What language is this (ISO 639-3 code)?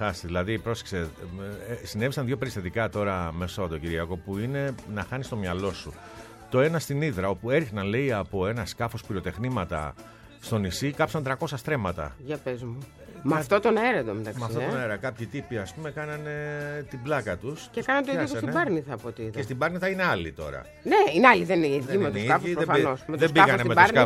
ell